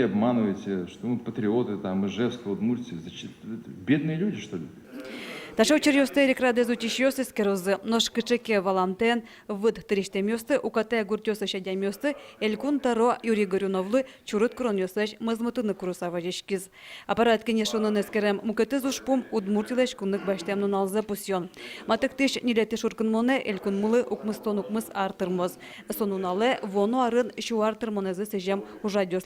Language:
Udmurt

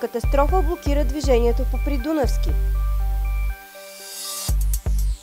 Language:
Bulgarian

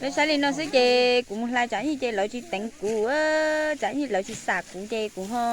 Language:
Hmong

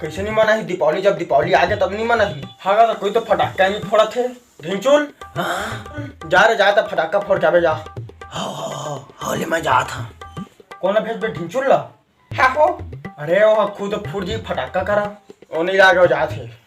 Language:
Chhattisgarhi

